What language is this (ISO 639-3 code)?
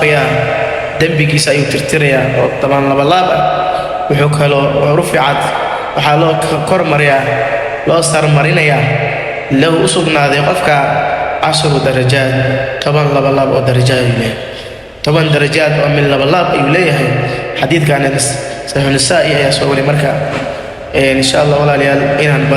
som